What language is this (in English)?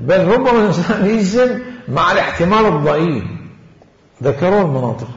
Mesopotamian Arabic